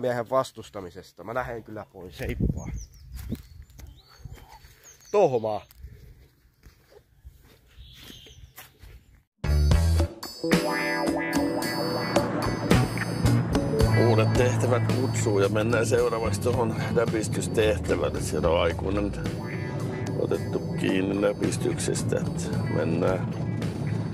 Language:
Finnish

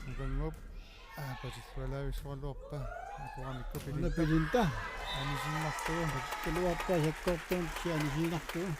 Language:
Kalaallisut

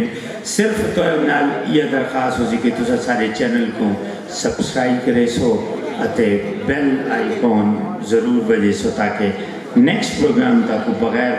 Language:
Saraiki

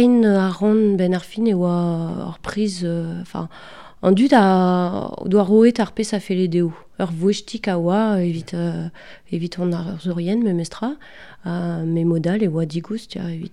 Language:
Breton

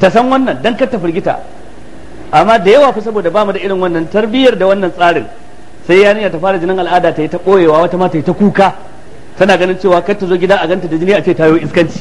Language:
Hausa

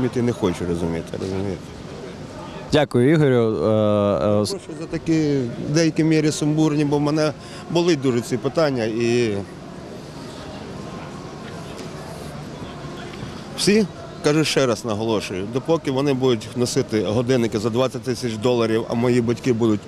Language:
Ukrainian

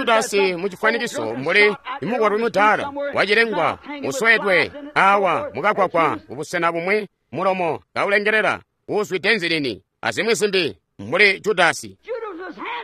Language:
Tonga (Zambia)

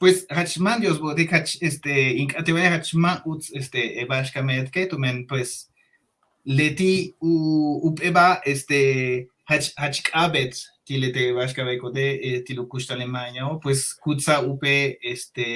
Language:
Yucateco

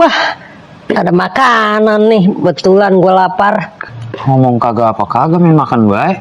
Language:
Betawi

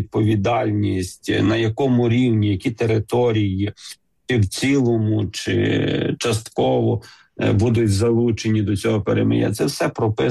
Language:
Ukrainian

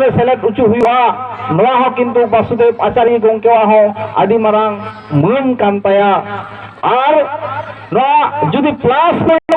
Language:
Santali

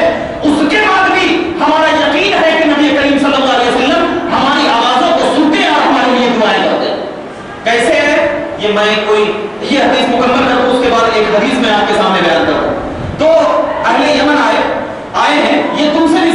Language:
Urdu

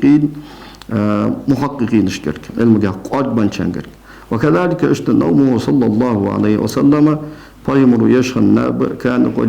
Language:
Ingush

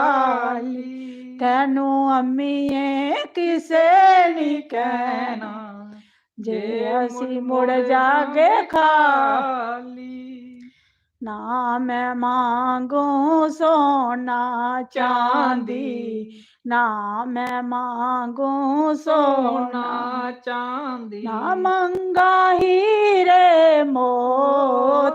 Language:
Dogri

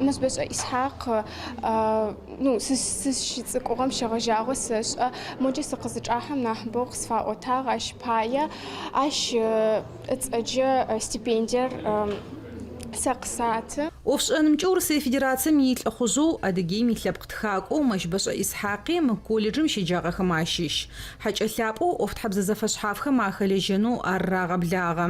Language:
Adyghe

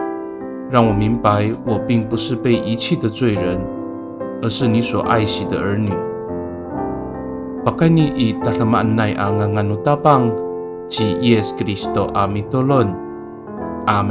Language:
Amis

